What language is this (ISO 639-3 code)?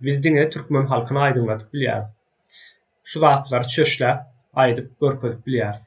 tuk